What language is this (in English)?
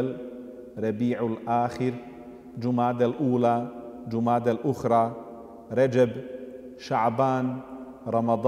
Bosnian